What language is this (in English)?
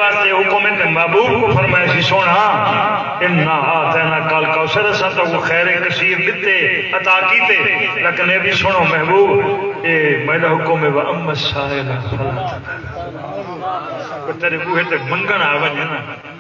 Saraiki